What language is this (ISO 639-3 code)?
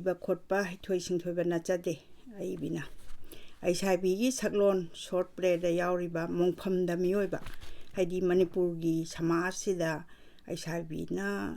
mni